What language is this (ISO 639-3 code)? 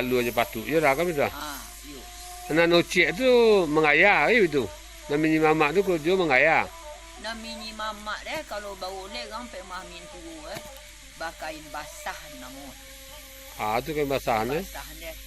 min